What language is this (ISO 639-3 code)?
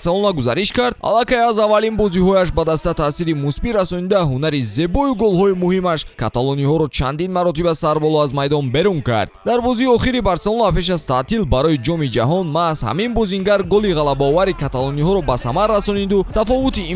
tgk